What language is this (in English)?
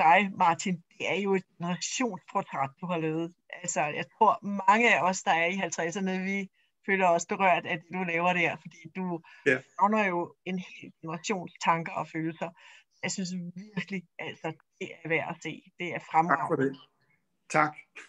Danish